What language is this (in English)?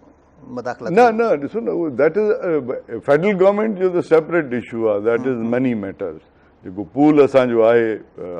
Sindhi